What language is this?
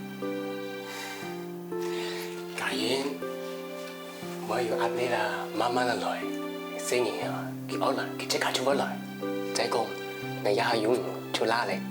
Hakka Chinese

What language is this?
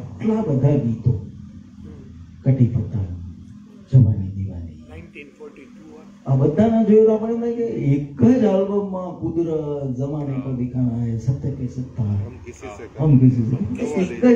Gujarati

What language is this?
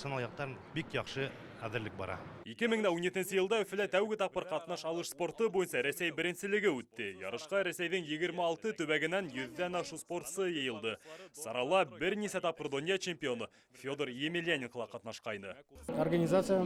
Bashkir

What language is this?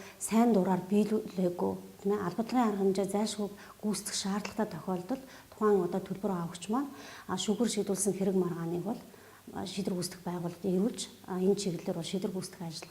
Mongolian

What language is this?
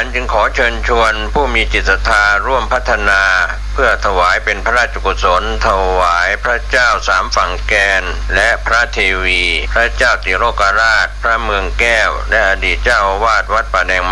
Thai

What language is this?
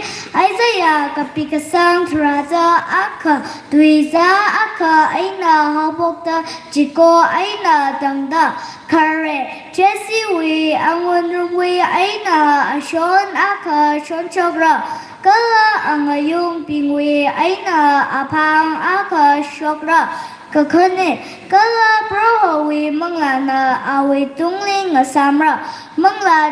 Tangkhul Naga (India)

